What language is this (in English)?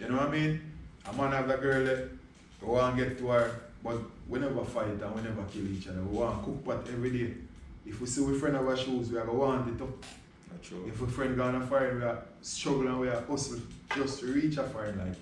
Jamaican Creole English